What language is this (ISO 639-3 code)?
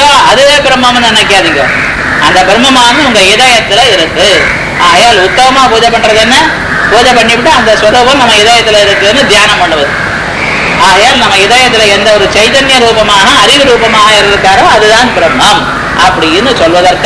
tam